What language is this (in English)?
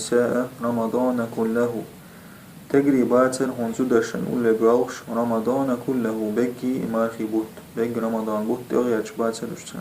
Chechen